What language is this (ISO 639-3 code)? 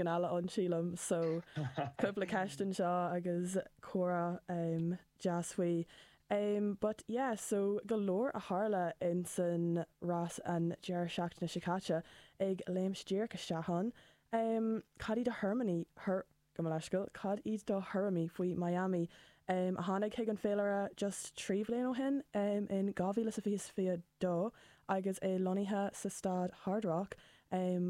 gle